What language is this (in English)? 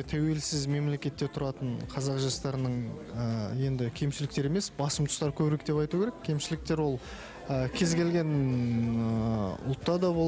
Kazakh